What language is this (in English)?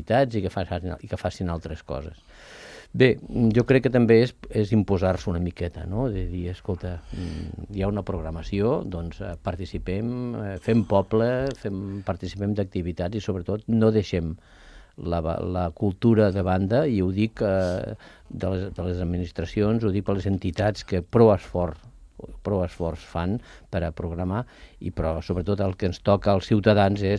Catalan